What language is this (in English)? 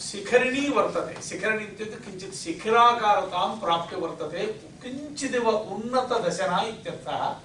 Sanskrit